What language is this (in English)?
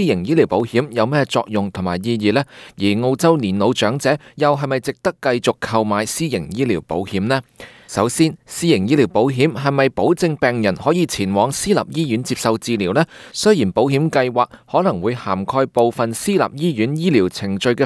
Cantonese